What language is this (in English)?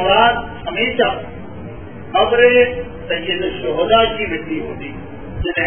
Urdu